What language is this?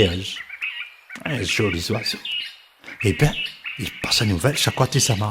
Réunion Creole French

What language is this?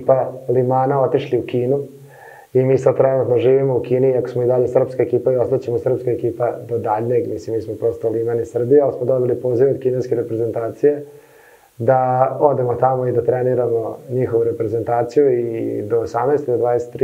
Serbian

